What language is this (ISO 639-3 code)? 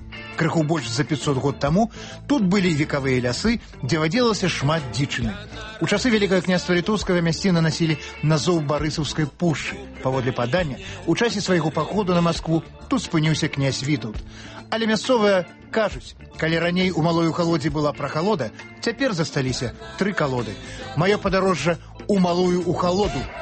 bel